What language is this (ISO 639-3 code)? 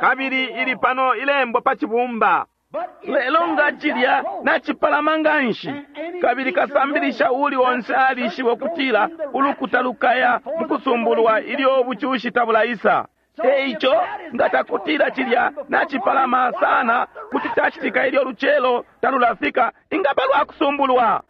bem